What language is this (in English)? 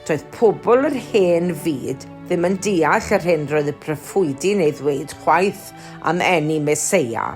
Welsh